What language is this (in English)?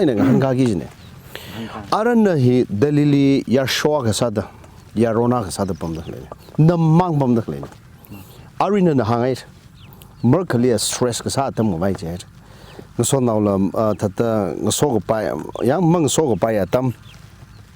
Tangkhul Naga (India)